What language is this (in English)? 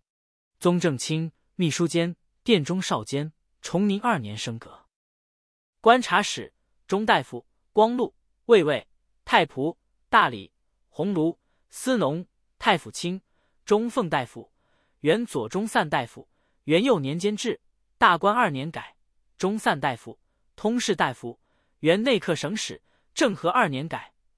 Chinese